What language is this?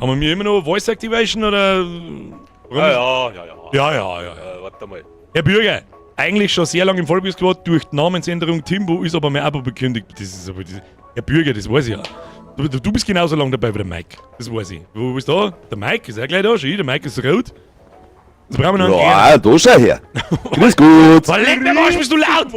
Bavarian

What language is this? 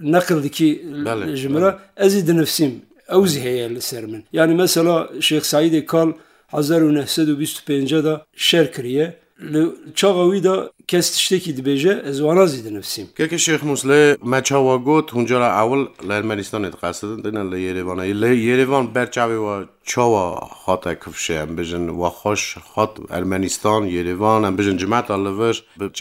Kurdish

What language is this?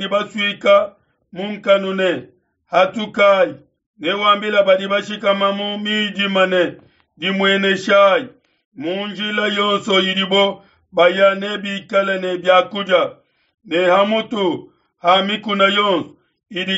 Luba-Lulua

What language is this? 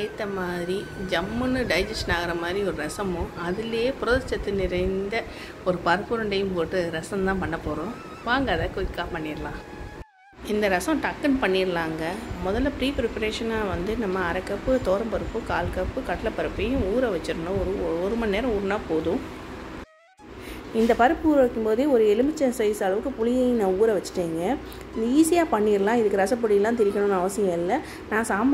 Tamil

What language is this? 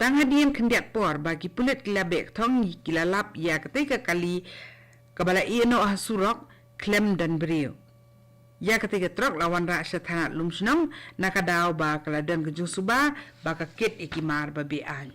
Khasi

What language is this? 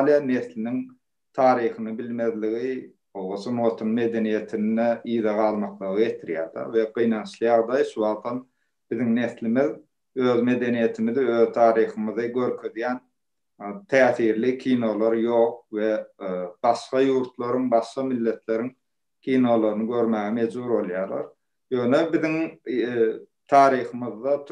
Turkmen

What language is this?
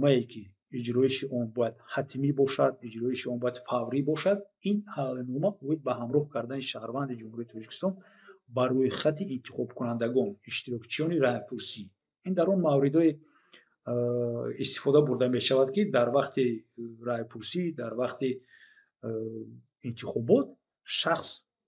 Tajik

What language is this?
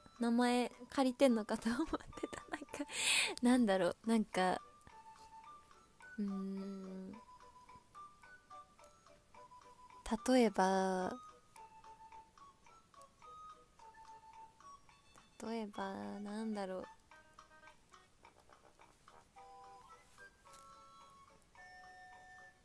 Japanese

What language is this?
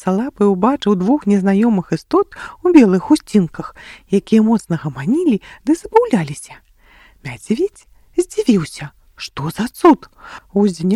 Belarusian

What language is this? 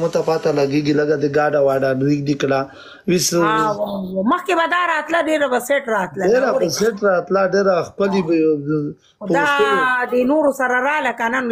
Pashto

